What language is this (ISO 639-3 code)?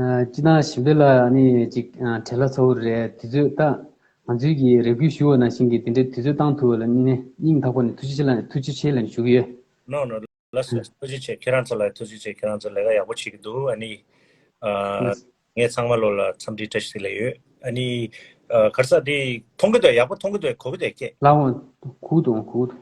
bod